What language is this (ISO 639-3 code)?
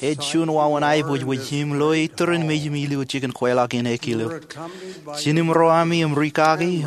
mah